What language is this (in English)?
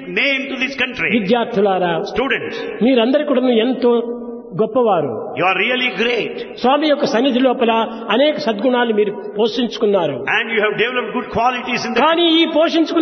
Telugu